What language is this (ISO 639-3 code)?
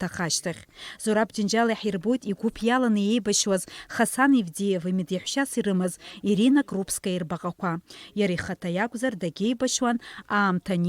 abk